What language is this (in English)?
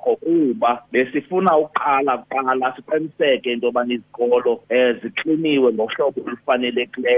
Xhosa